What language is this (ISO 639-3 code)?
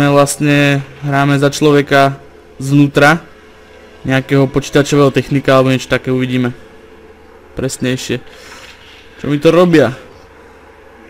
slk